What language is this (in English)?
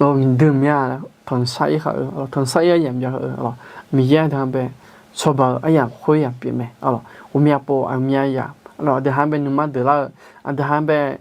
Akha